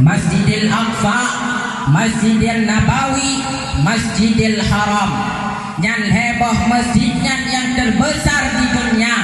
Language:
Achinese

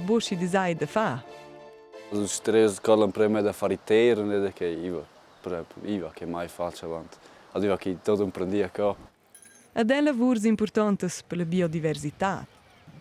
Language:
Romansh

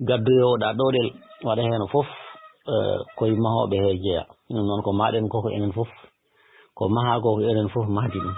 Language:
Fula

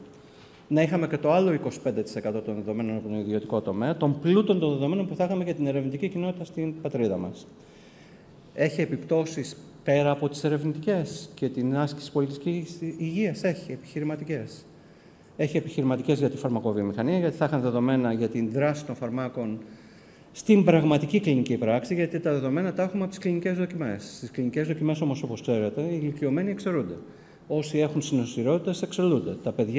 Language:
Greek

